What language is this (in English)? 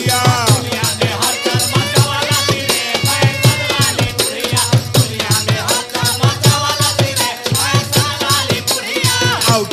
Bhojpuri